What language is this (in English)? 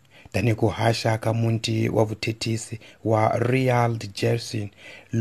Tsonga